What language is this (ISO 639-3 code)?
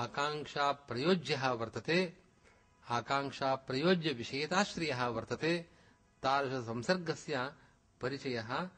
san